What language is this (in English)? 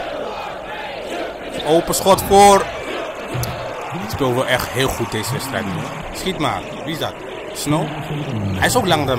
Dutch